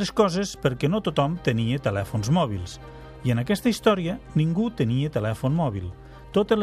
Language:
Catalan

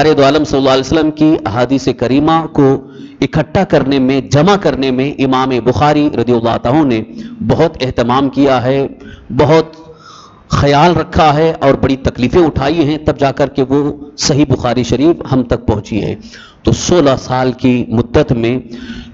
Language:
Urdu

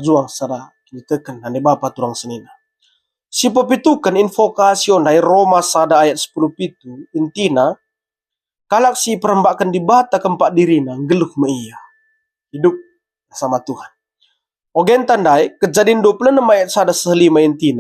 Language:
Batak Karo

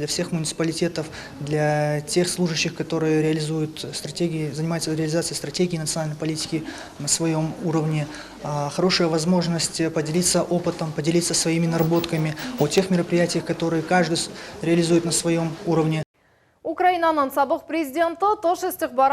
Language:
Crimean Tatar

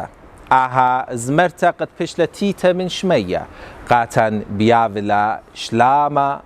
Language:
Assyrian Neo-Aramaic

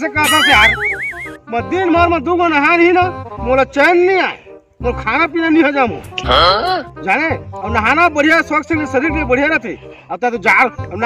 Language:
Chhattisgarhi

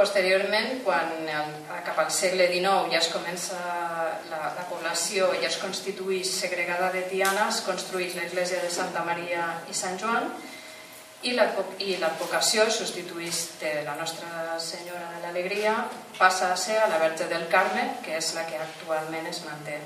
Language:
Catalan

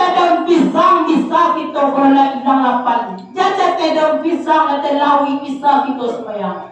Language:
Minangkabau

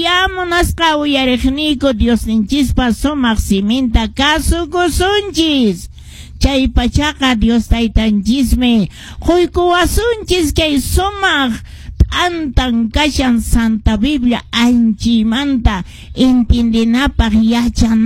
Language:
Quechua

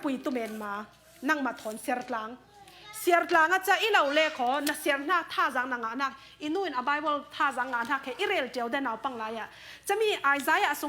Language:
Falam Chin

